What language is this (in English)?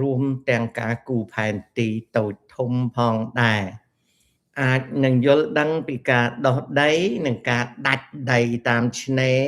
Khmer